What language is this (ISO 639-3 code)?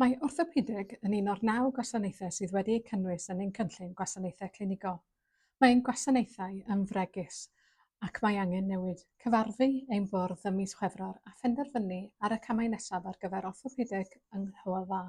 cym